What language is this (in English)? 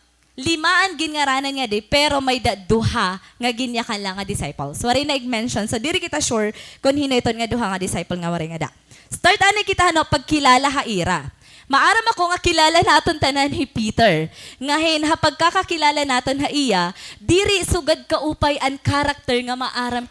Waray